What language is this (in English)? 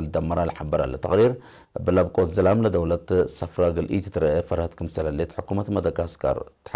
Tigre